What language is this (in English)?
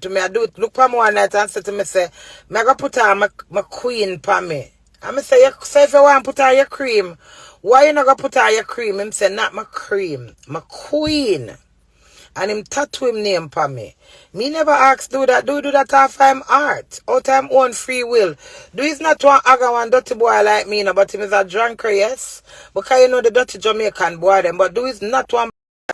Jamaican Creole English